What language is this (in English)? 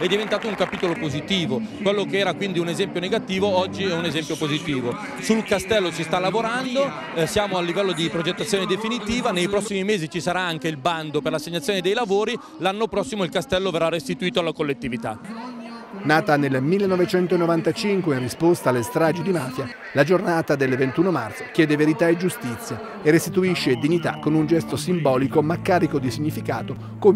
Italian